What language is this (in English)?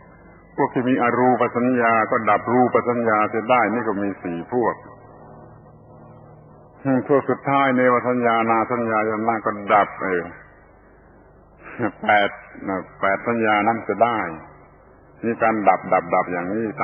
Thai